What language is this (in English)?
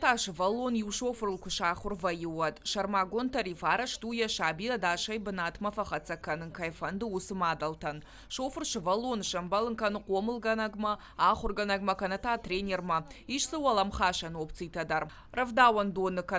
Ossetic